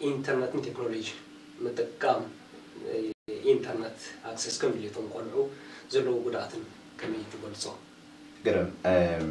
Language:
Tigrinya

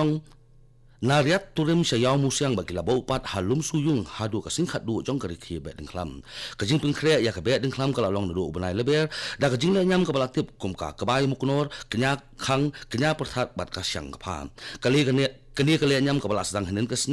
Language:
Khasi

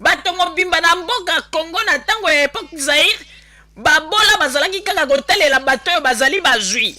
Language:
Lingala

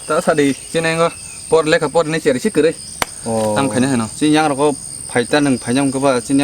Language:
Kok Borok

